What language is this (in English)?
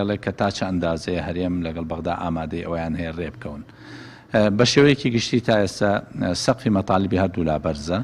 Central Kurdish